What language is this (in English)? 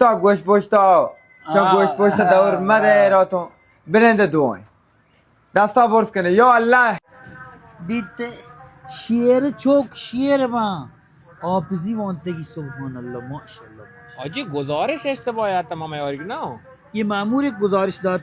Baluchi